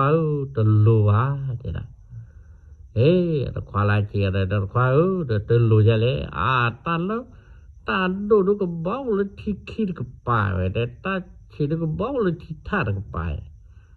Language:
S'gaw Karen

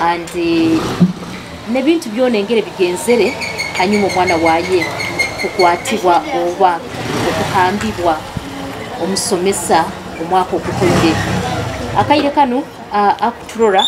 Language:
Nyoro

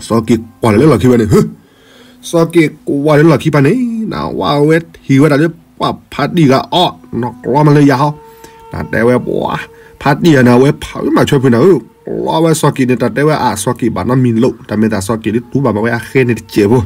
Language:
S'gaw Karen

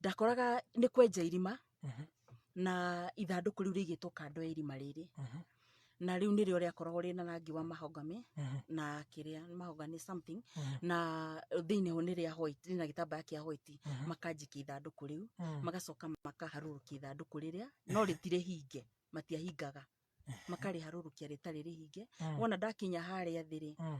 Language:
Kikuyu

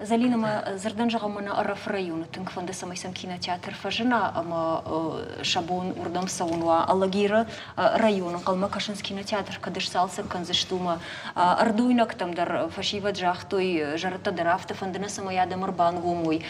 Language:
Ossetic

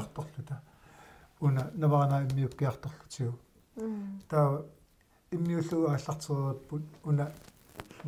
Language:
Kalaallisut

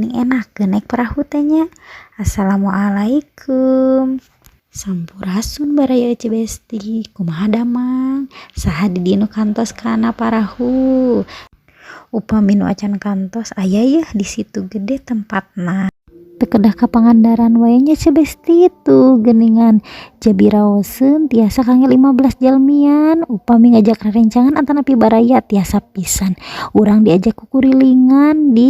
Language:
Sundanese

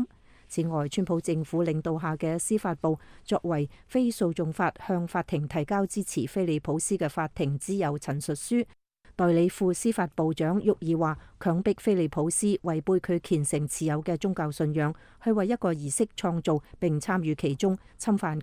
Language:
Cantonese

